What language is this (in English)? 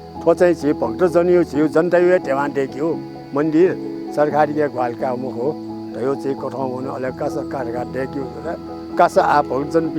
Newari